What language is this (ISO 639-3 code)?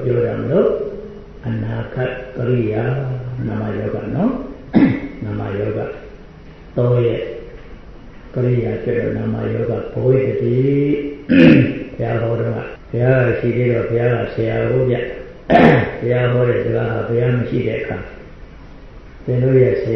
mya